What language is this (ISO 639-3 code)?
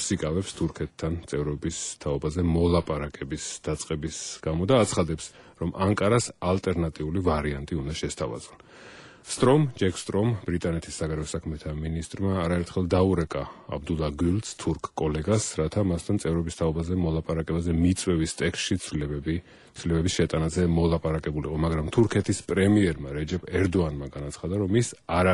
kat